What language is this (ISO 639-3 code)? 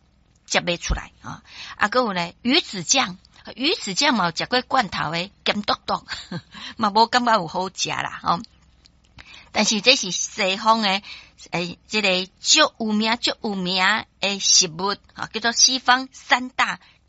nan